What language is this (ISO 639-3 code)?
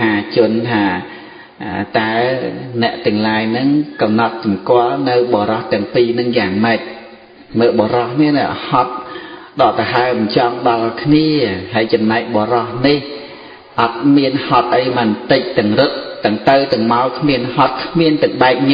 khm